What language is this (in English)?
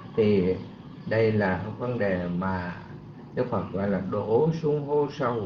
Vietnamese